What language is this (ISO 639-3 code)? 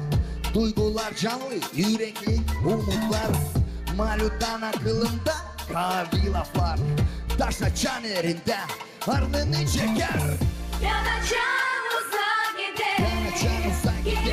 gag